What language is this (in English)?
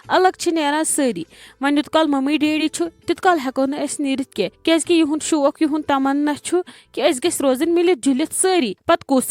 Kashmiri